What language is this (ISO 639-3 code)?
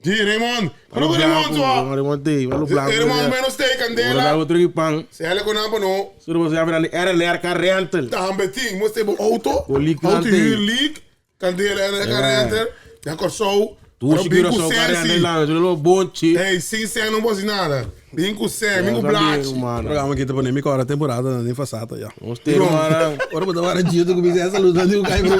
pap